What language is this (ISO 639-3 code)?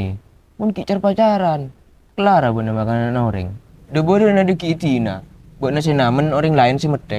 mad